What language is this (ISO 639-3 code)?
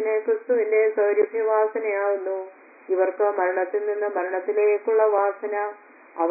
mal